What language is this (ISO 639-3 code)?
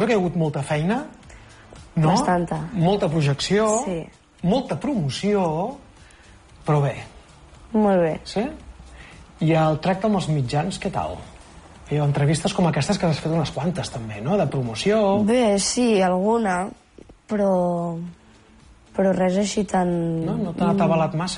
cat